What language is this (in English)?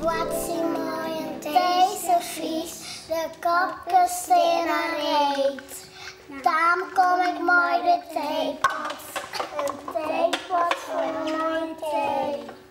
Western Frisian